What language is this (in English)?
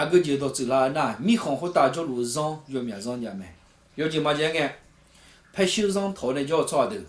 Akha